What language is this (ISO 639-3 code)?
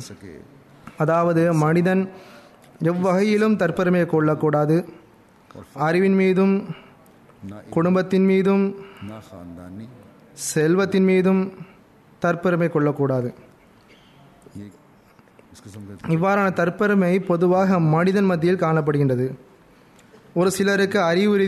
tam